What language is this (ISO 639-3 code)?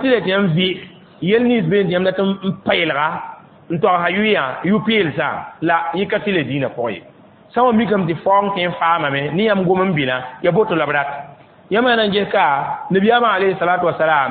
mos